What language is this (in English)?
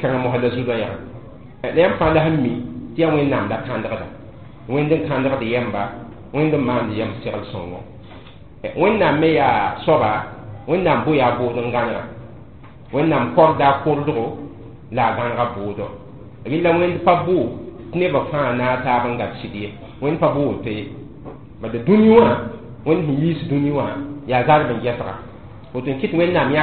Mossi